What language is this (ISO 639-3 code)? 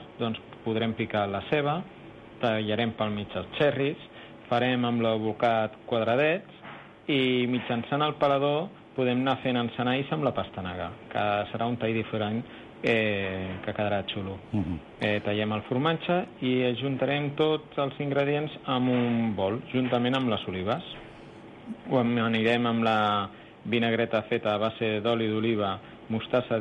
cat